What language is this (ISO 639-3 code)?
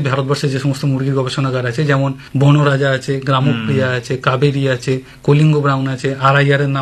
ben